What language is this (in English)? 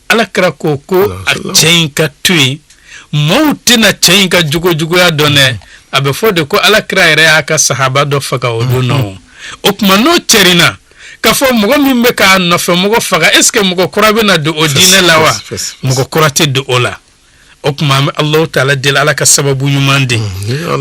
Bambara